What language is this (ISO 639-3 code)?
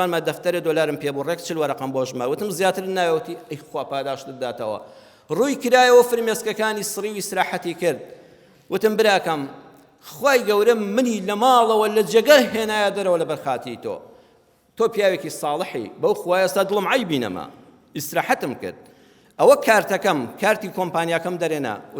ckb